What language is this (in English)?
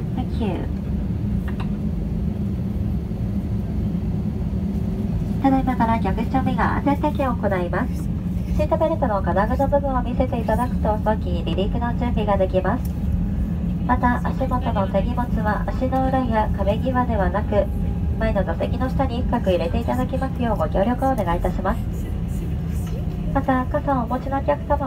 Japanese